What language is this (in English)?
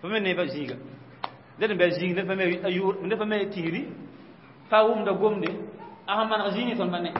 Mossi